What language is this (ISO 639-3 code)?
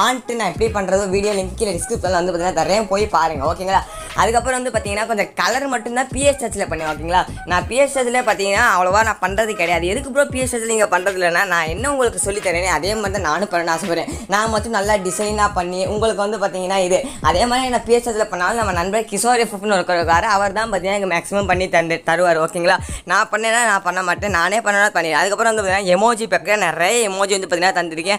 tam